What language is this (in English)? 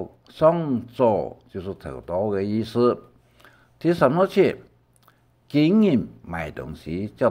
Hakka Chinese